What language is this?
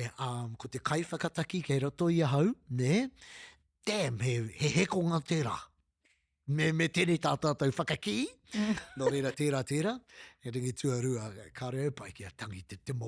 Māori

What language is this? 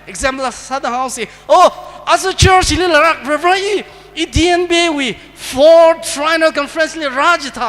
Tangkhul Naga (India)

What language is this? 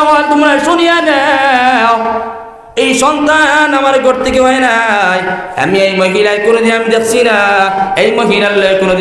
Sylheti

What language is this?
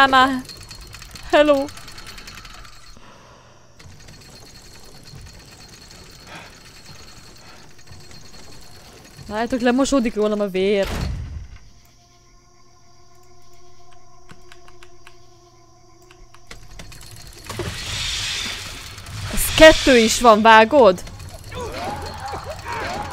Hungarian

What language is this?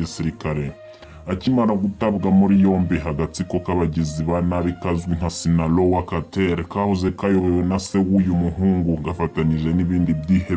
Kinyarwanda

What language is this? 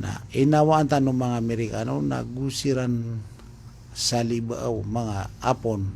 Maranao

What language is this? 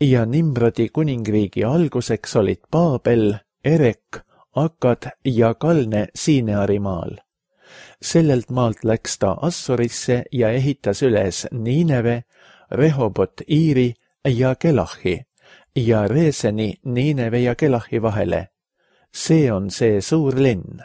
Estonian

